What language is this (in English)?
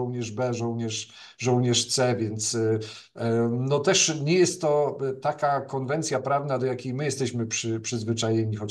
Polish